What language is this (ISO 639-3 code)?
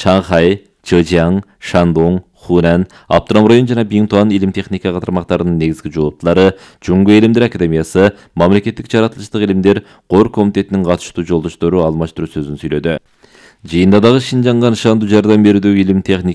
kir